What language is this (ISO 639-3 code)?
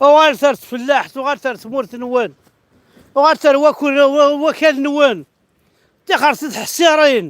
kab